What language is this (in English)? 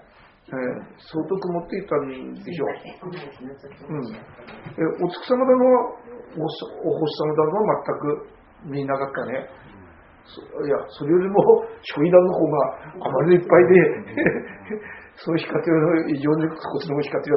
Japanese